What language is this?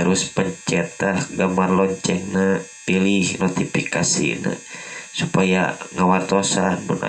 Sundanese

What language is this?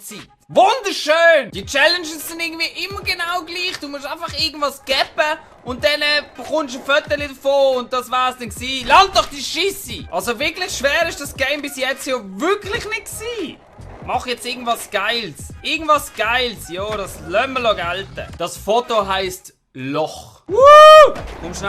Swiss German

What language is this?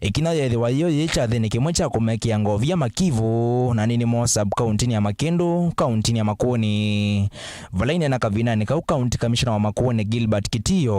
Kamba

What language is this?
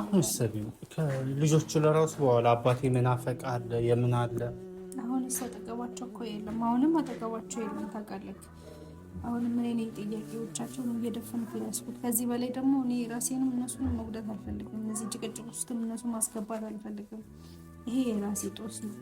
Amharic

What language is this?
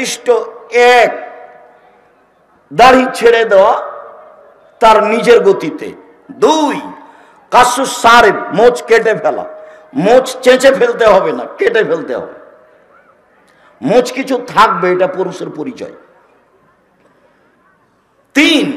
Bangla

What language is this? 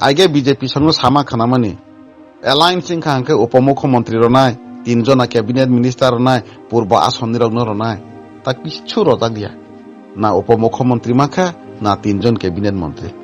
Kok Borok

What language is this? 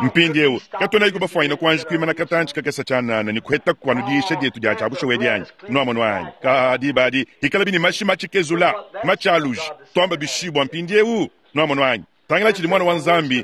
Luba-Lulua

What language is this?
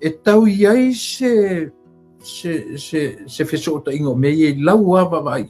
Samoan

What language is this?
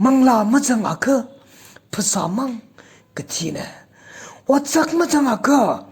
Tangkhul Naga (India)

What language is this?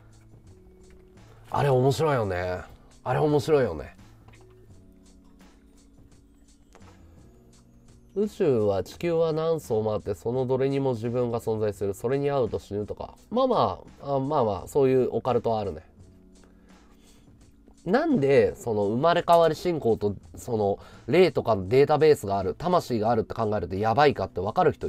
Japanese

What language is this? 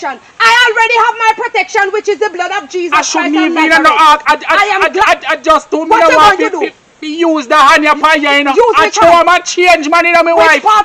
Jamaican Creole English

